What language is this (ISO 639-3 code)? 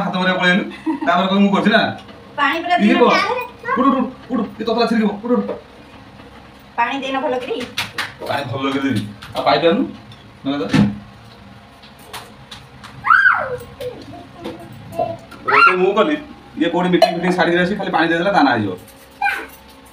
ori